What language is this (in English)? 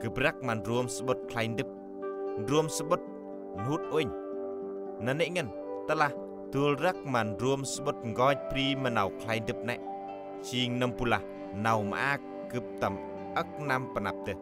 Central Mnong